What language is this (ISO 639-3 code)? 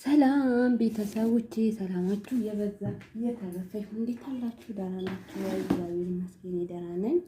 amh